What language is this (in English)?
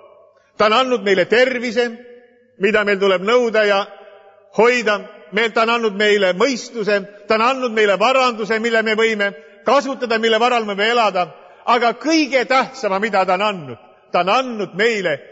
Estonian